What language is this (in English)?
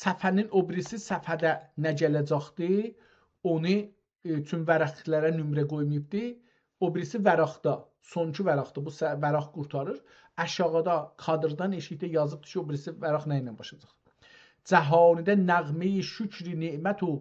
South Azerbaijani